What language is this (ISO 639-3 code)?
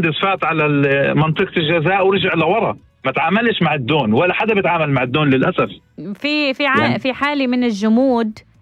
apc